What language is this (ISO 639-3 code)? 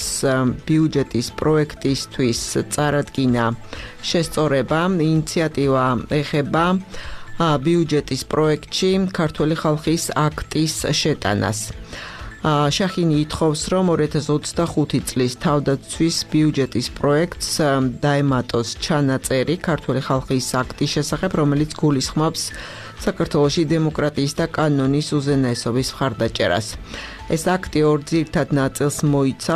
kat